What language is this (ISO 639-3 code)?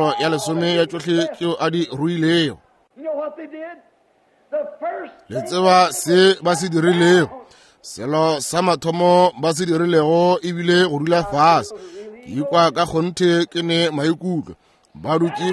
nso